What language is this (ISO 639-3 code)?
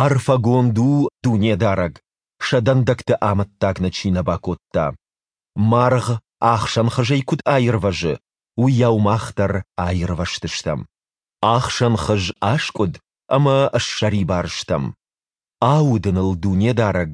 oss